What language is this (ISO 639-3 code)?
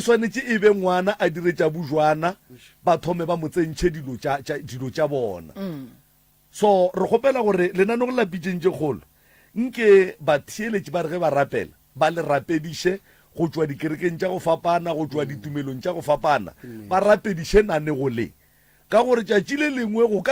nso